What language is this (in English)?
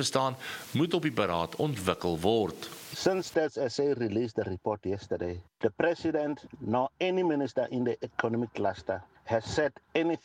Afrikaans